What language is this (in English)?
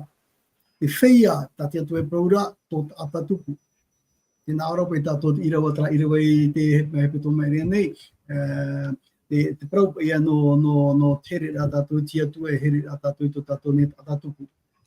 Tahitian